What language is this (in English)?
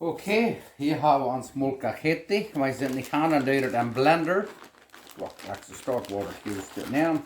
Plautdietsch